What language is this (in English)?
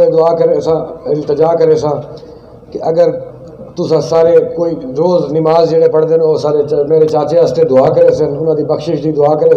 Saraiki